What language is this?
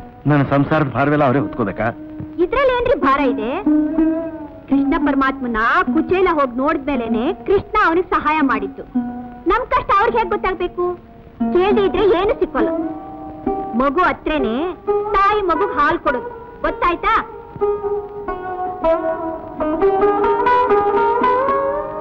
Kannada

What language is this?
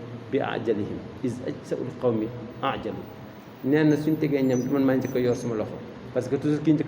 Wolof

